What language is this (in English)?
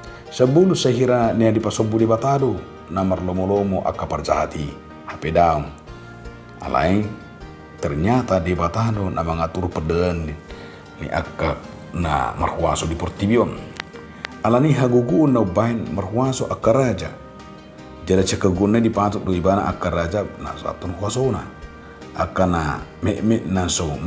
Batak Toba